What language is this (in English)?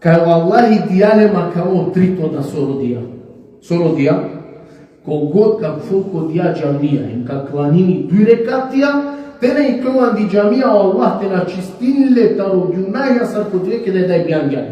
Balkan Romani